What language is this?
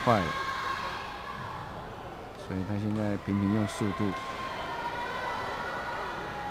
Chinese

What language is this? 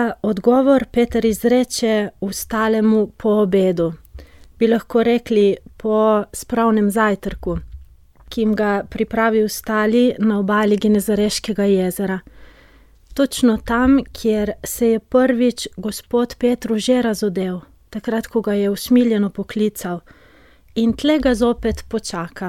Slovenian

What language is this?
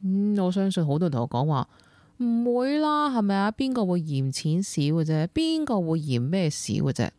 Cantonese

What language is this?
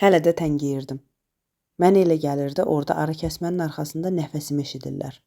Azerbaijani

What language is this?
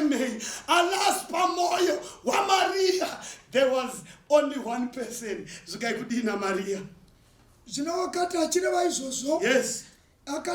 Shona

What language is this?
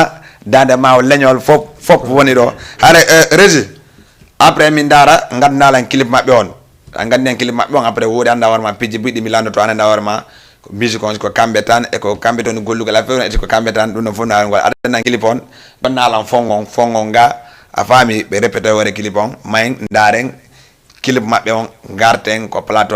Fula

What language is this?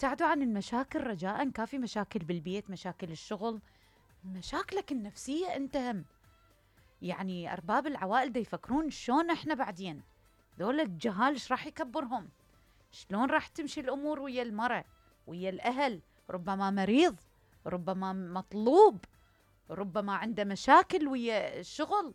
Mesopotamian Arabic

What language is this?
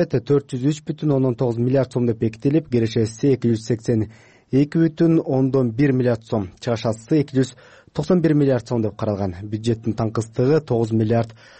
Kyrgyz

